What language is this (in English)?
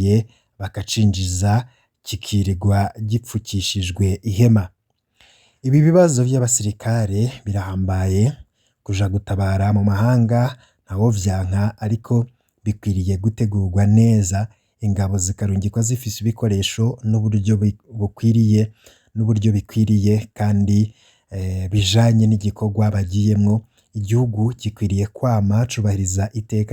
Rundi